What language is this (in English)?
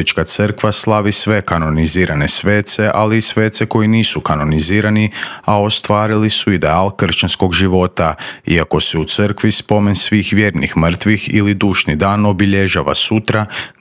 Croatian